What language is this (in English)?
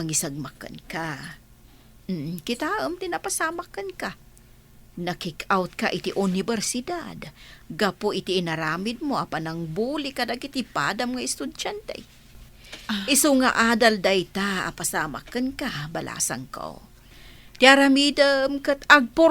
Iloko